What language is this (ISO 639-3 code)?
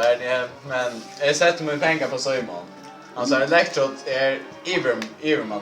fao